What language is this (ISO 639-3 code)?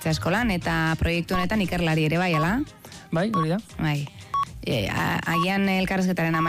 eus